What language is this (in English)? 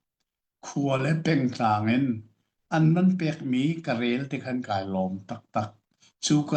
Hakha Chin